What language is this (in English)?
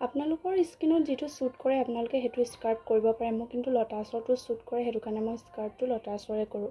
Assamese